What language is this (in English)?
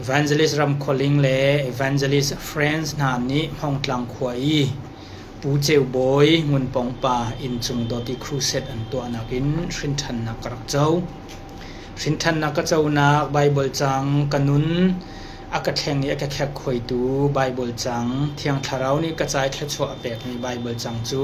Hakha Chin